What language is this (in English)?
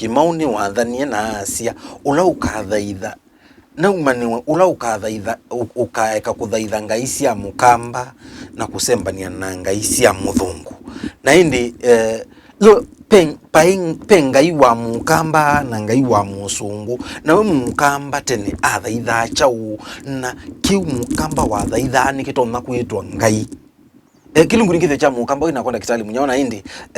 Kamba